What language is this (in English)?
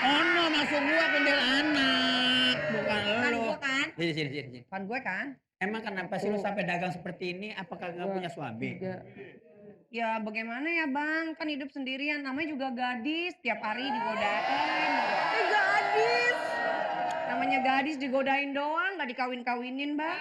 Betawi